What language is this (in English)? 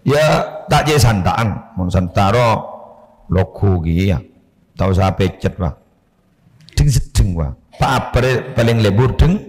Madurese